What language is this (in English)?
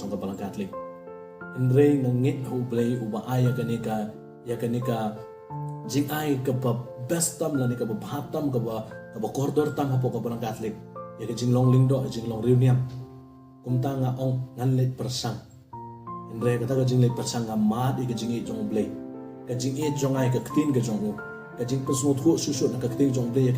Khasi